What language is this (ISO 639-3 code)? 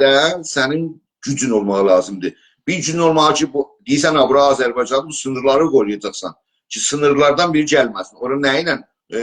azb